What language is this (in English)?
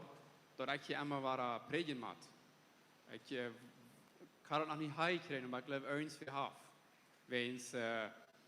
Plautdietsch